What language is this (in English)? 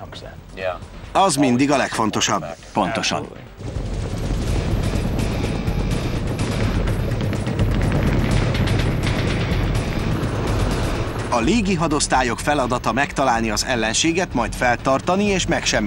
Hungarian